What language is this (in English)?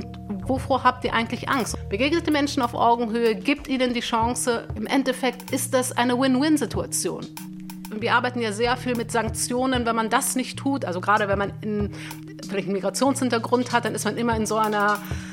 German